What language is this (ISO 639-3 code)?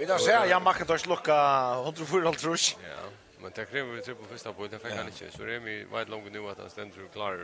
fao